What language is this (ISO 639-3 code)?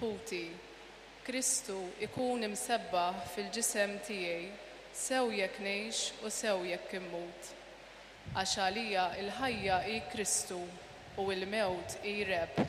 mlt